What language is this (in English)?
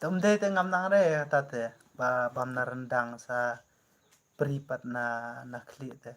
Khasi